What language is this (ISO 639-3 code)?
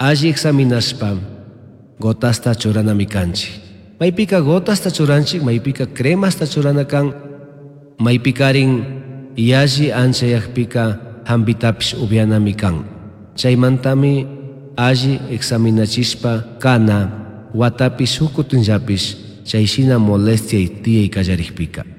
qug